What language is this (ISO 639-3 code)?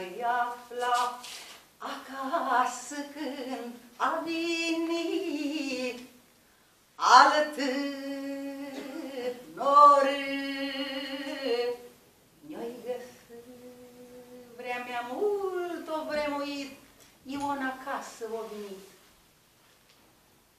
ron